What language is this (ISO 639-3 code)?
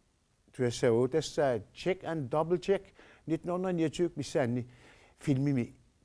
kal